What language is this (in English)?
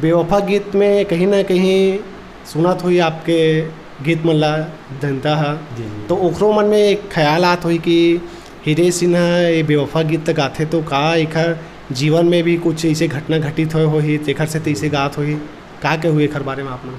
Chhattisgarhi